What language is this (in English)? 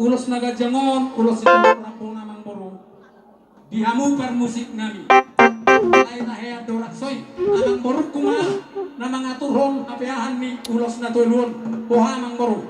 Batak Toba